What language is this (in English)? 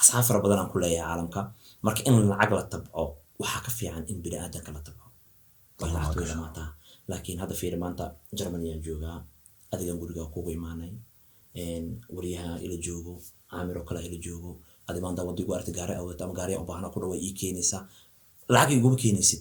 Somali